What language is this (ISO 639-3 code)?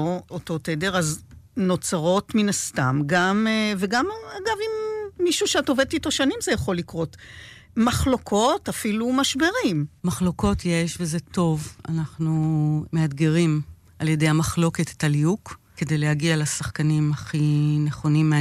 heb